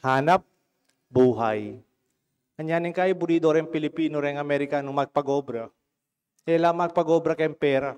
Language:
Pampanga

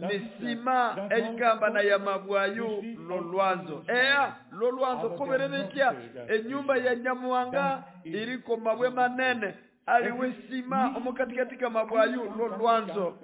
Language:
Nande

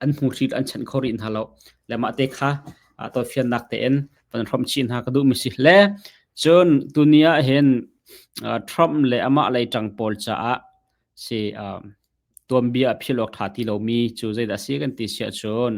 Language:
Hakha Chin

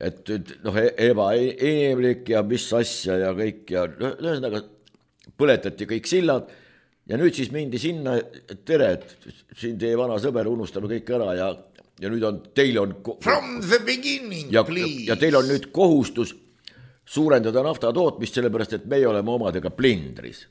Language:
Estonian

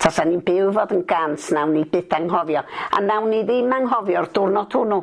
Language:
Welsh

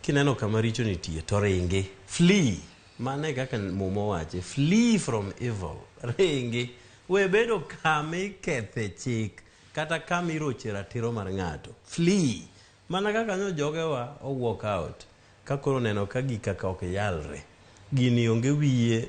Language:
Luo (Kenya and Tanzania)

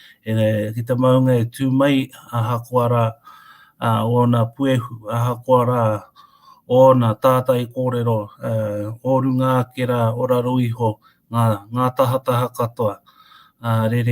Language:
Māori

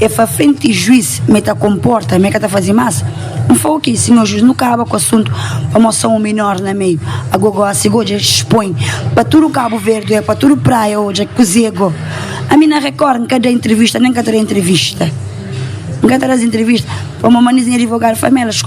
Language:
Kabuverdianu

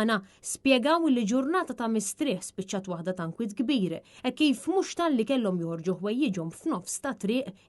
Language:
Maltese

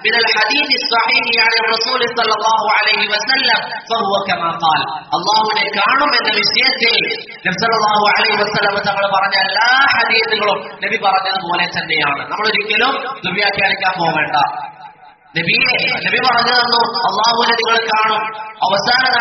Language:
Malayalam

